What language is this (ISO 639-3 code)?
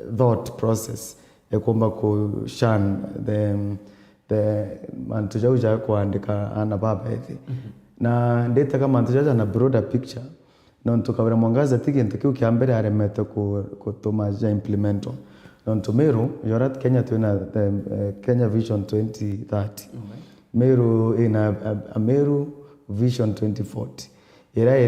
mer